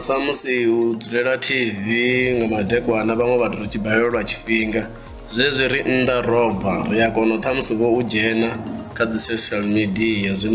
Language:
Venda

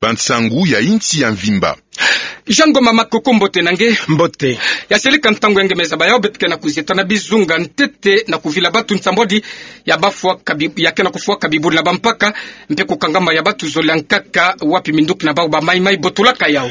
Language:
Kituba (Democratic Republic of Congo)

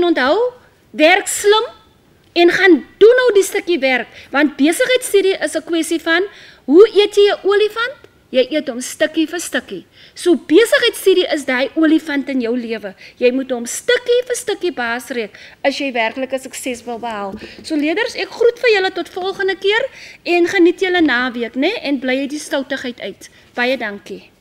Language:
Afrikaans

